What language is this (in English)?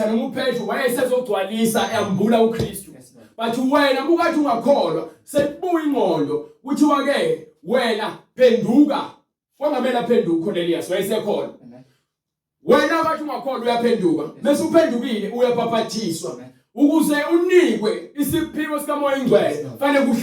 Zulu